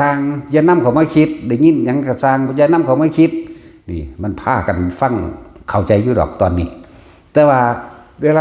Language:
Northeastern Thai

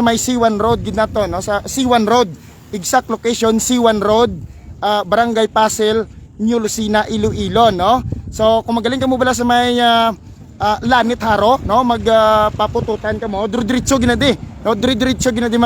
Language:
Hiligaynon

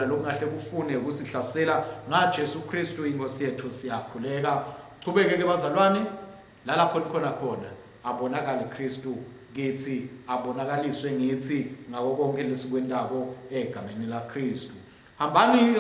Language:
Swati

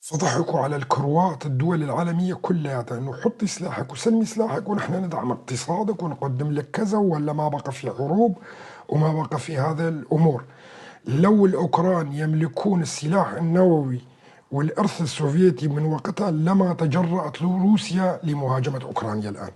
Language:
North Levantine Arabic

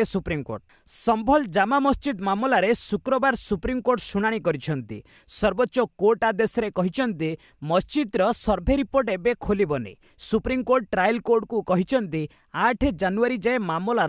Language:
Odia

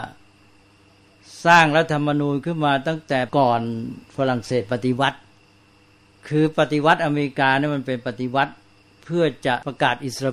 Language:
Thai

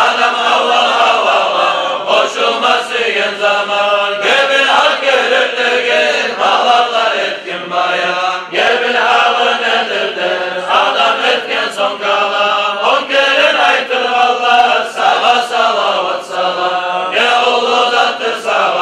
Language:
Kumyk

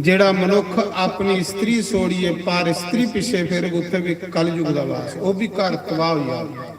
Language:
Dogri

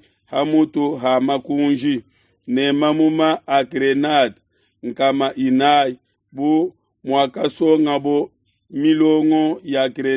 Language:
Luba-Lulua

